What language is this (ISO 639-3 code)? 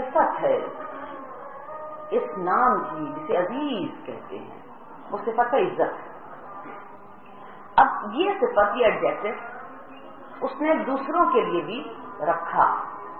urd